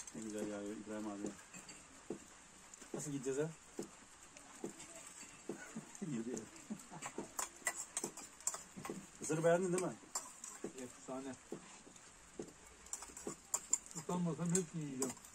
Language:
Turkish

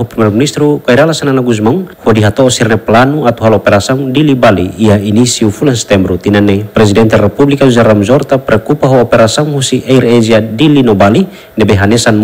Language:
Tetum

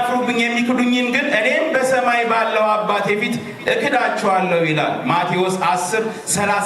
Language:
Amharic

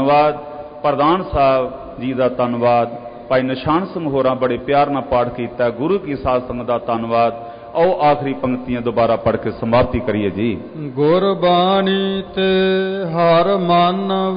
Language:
Punjabi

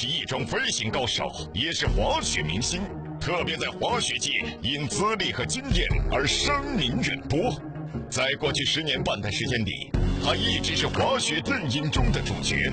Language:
Chinese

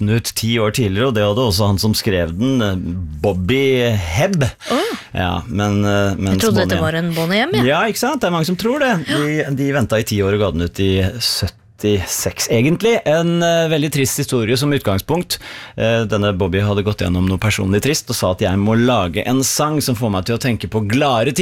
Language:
Norwegian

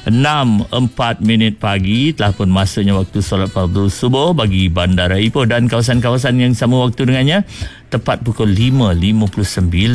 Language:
Malay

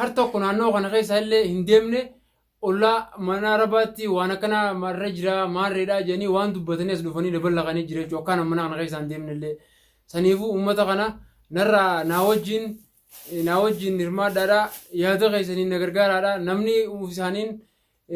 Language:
Oromo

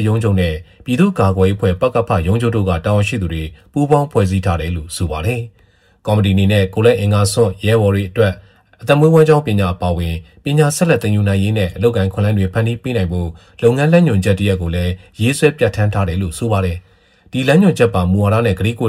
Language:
Burmese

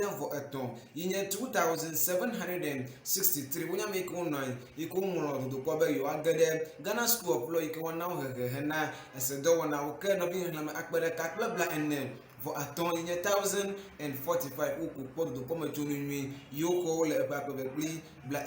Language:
Ewe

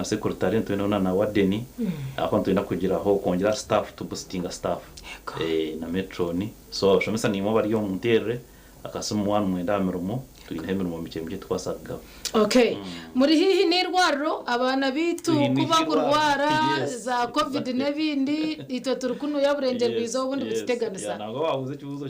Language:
Nyankole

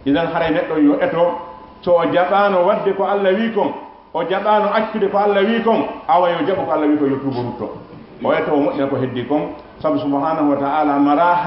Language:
Fula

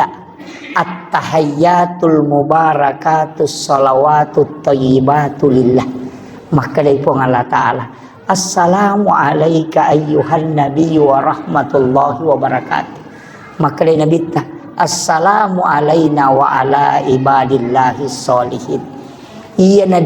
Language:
Buginese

